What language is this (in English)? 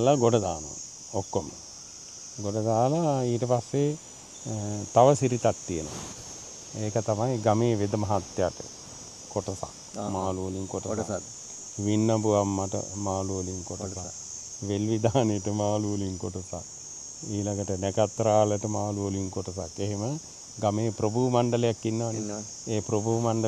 Sinhala